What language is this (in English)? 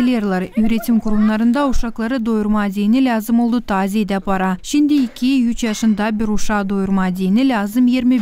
Gagauz